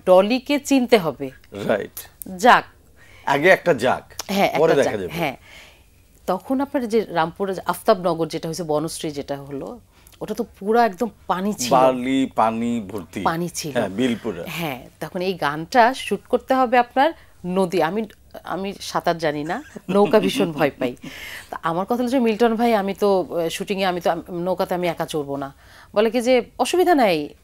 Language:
Bangla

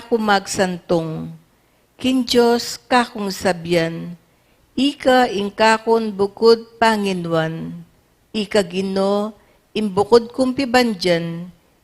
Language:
Pampanga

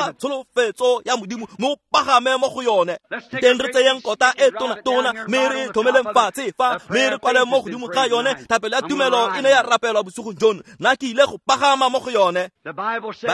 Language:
Tswana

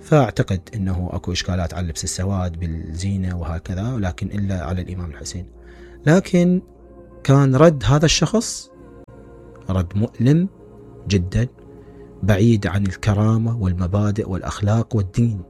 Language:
Mesopotamian Arabic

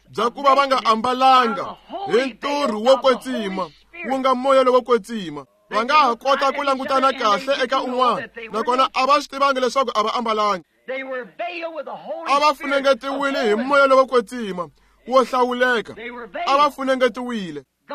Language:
Tsonga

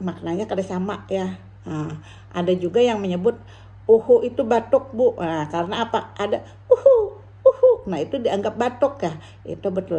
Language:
Banjar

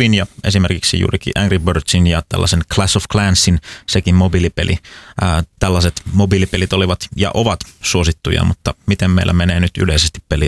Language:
Finnish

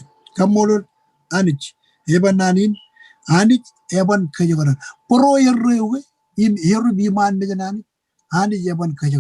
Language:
Marshallese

